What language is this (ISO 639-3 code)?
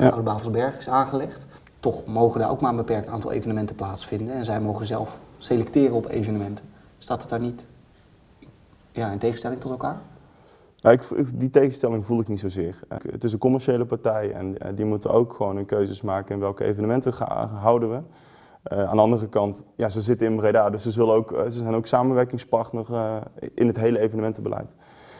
nld